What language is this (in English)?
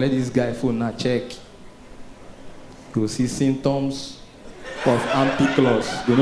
Nigerian Pidgin